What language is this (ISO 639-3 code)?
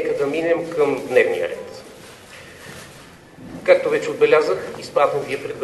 bul